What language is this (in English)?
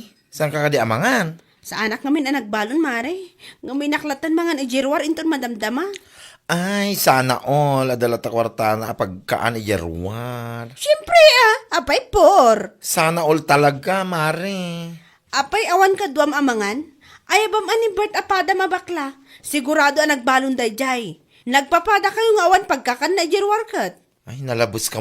Iloko